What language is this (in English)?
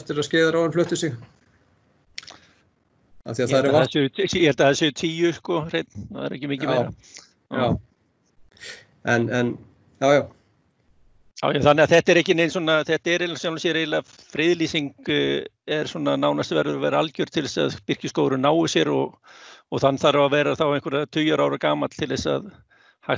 Icelandic